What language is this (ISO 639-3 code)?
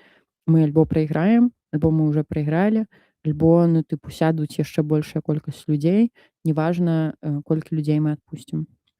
bel